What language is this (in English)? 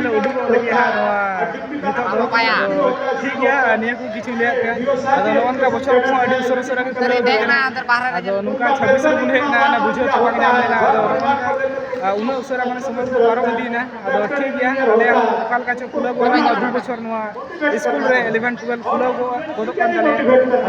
Santali